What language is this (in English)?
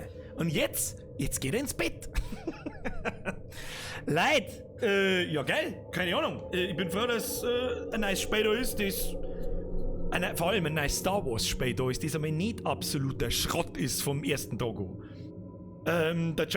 Bavarian